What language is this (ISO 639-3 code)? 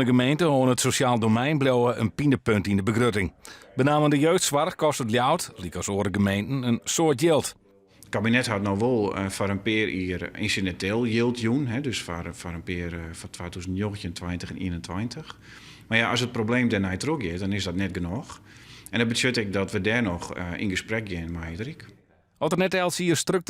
fry